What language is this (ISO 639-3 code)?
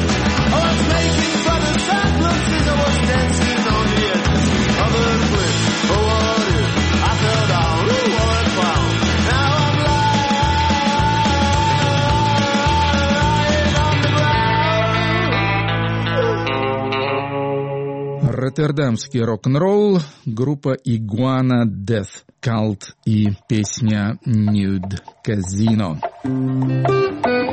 rus